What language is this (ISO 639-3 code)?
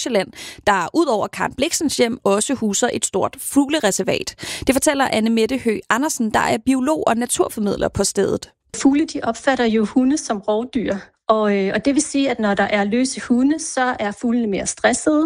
dan